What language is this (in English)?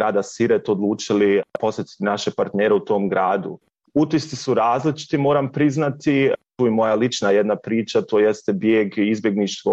Bosnian